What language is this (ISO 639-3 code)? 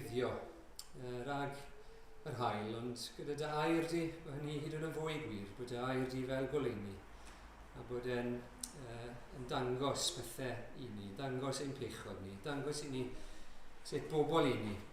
cym